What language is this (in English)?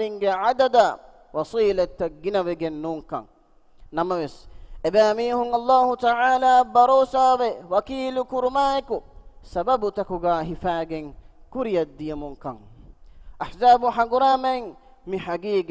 Divehi